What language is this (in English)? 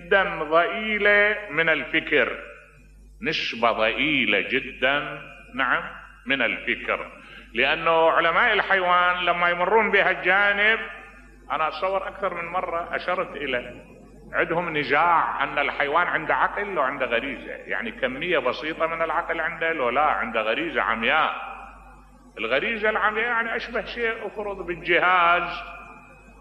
Mesopotamian Arabic